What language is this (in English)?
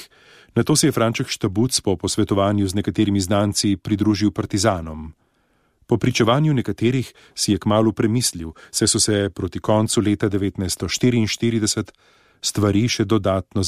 Slovenian